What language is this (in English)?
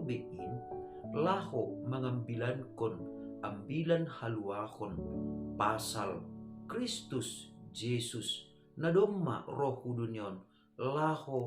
Batak Simalungun